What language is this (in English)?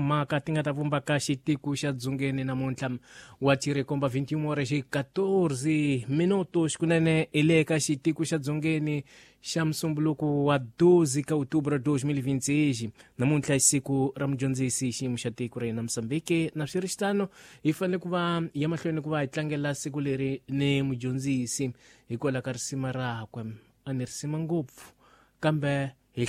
Tsonga